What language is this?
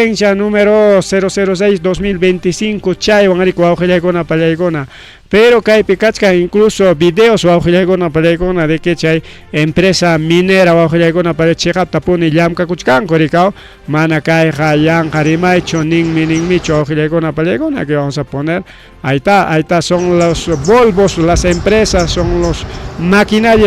Ayacucho Quechua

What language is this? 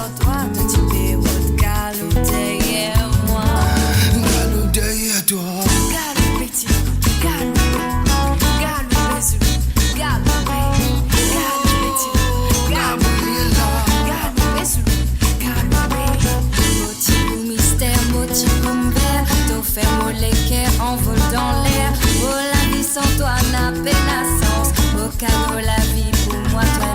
Morisyen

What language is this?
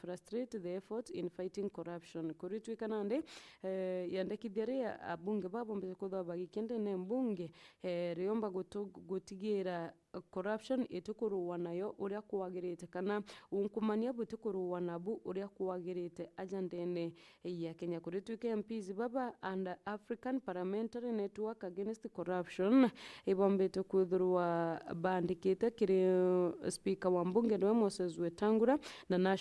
Meru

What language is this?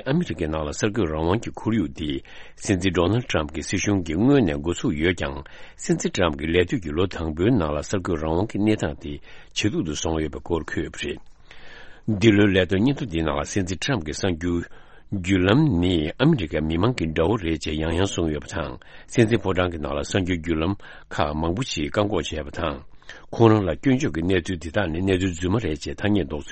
Tibetan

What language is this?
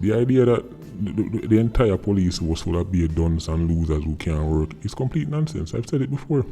Jamaican Creole English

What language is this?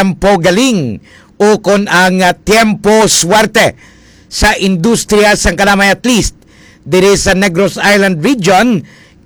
Hiligaynon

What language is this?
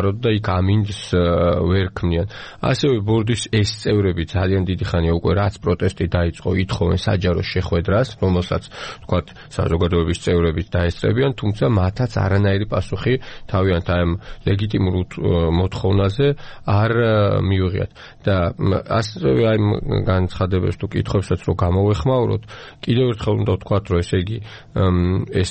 Georgian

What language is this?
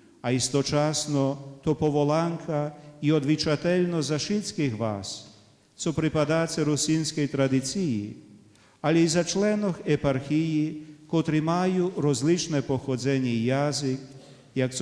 Rusyn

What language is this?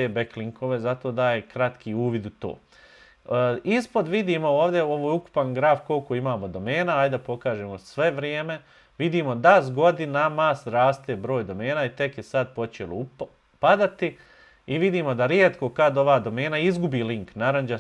Bosnian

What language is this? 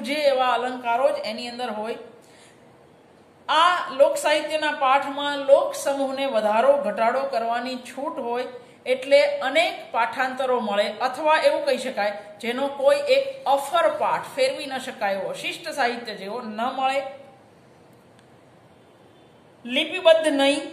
Gujarati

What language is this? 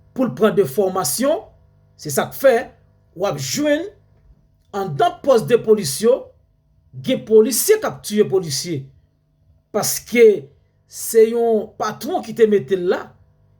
Haitian Creole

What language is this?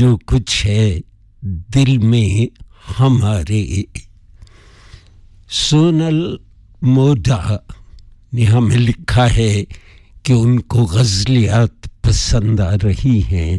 Hindi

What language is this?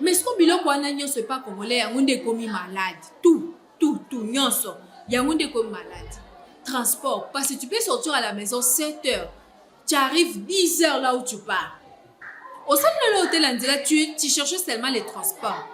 Lingala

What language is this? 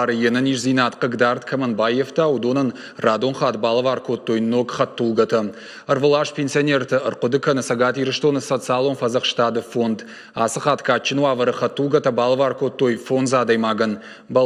Ossetic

